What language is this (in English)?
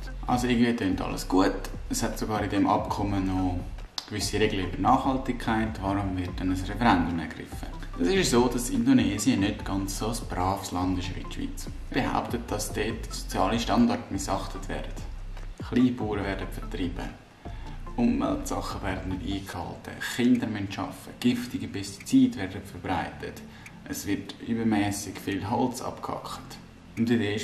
Swiss German